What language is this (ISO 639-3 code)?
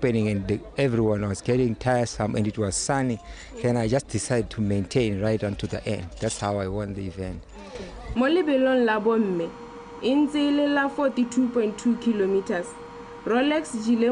tsn